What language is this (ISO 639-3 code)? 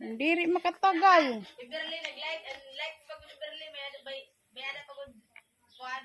war